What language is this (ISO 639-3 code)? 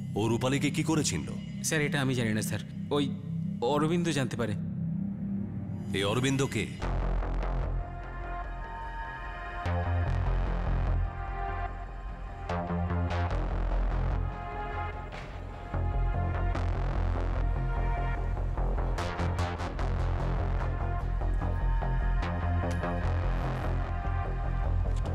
ben